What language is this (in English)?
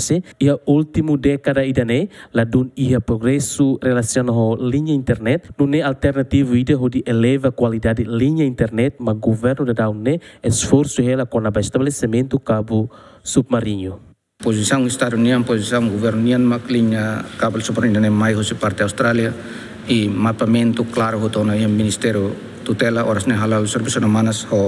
Tetum